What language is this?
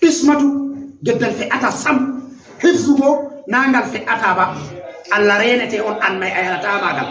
Fula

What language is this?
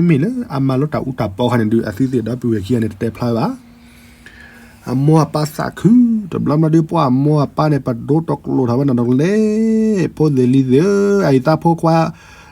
S'gaw Karen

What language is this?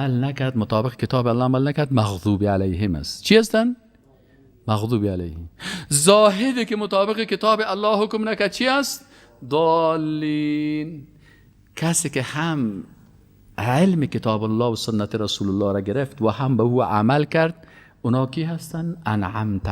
Persian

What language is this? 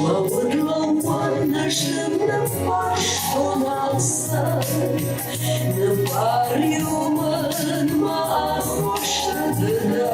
Ossetic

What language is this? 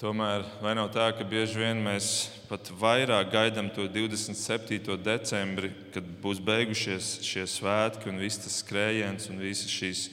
Latvian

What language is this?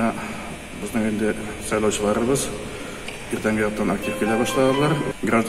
Tatar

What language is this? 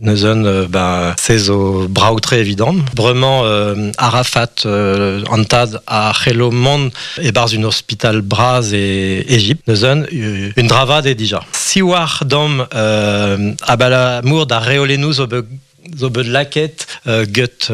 Breton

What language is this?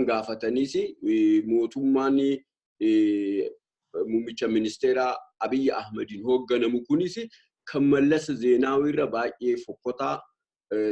Oromo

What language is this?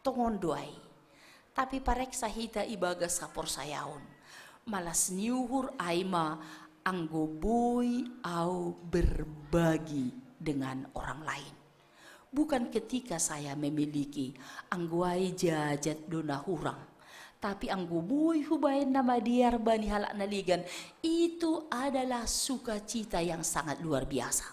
Batak Simalungun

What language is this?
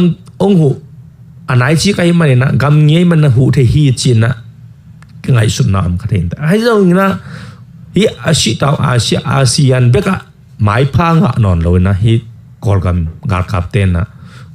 Tedim Chin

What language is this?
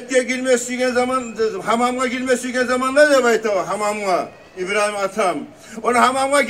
Kumyk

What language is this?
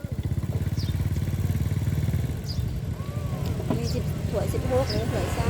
Lao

